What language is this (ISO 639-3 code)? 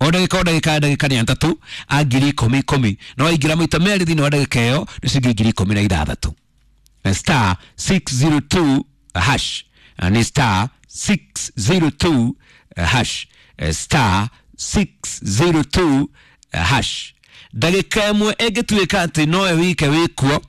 kik